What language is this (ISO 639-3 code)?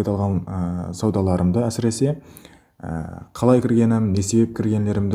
kaa